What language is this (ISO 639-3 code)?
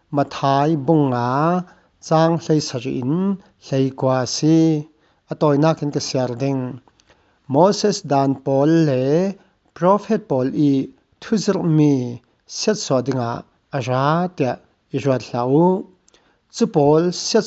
cfm